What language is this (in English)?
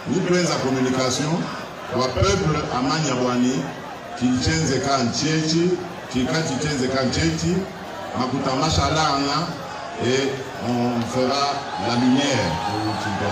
Luba-Lulua